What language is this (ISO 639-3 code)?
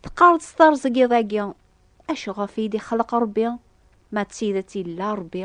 kab